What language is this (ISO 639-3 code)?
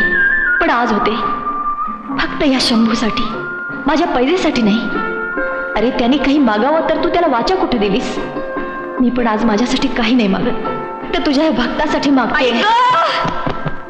mar